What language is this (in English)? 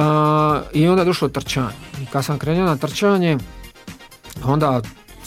Croatian